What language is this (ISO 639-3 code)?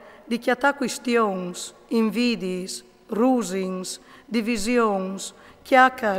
fur